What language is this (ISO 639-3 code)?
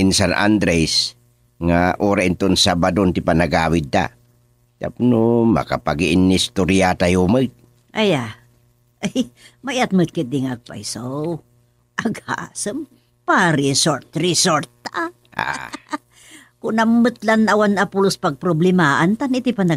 ilo